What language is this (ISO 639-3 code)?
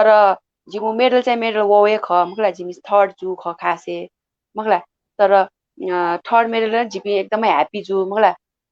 new